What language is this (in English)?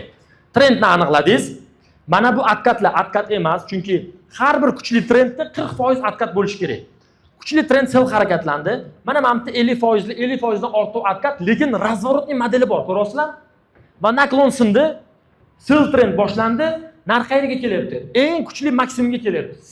Uzbek